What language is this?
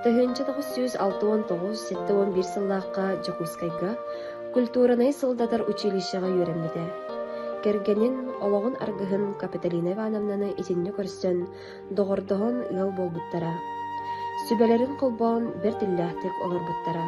Yakut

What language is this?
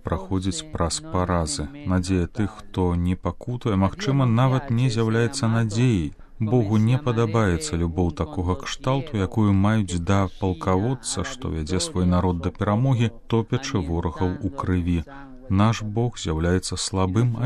Belarusian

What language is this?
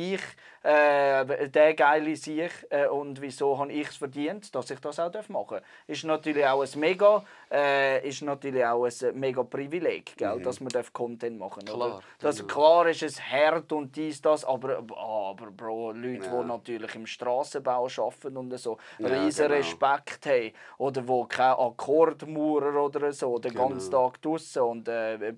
Swiss German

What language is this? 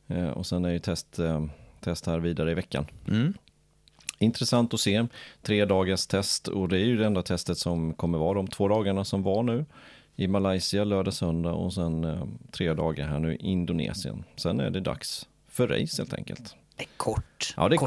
Swedish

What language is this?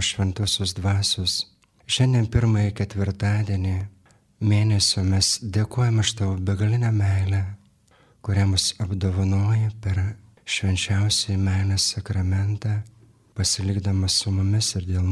Lithuanian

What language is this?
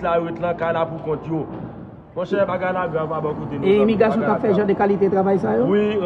Haitian Creole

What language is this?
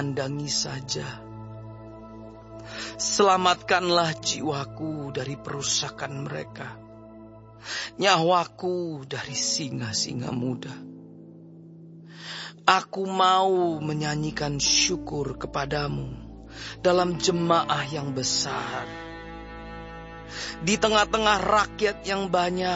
Indonesian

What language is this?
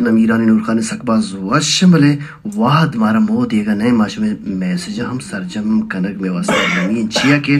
Baluchi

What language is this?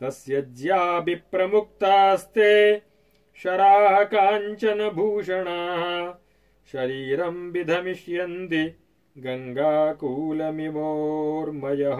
Sanskrit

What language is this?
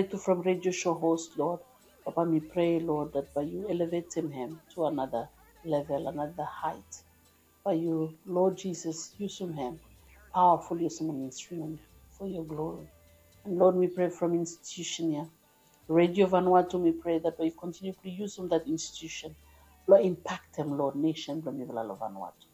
Bislama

